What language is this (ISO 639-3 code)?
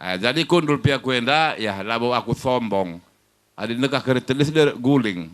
btx